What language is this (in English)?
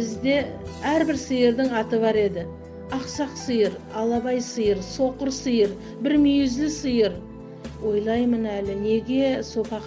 Nogai